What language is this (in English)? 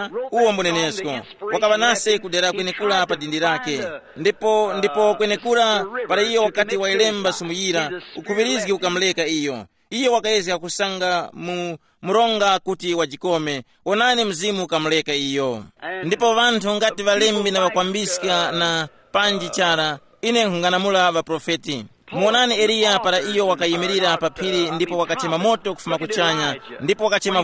Tumbuka